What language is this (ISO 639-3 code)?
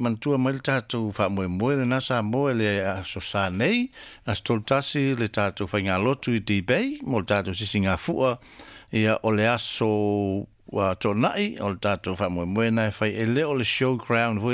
smo